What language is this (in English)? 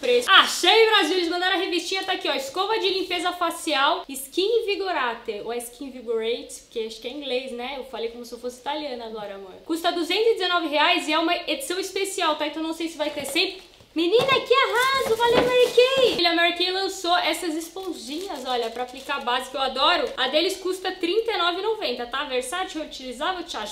Portuguese